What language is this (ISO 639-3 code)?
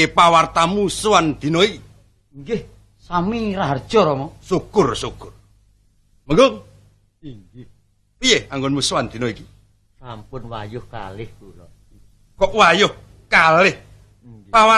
jav